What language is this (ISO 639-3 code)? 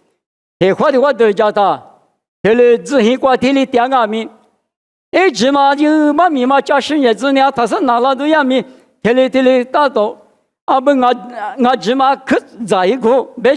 lis